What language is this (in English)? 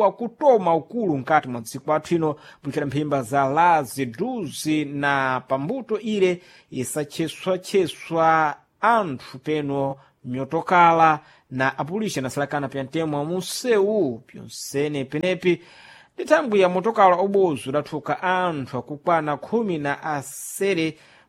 Sena